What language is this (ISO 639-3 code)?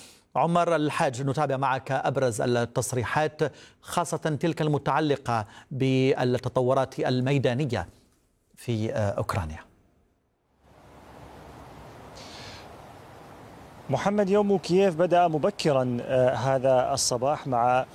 ara